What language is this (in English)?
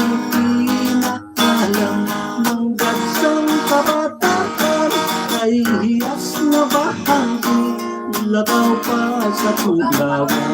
Hiligaynon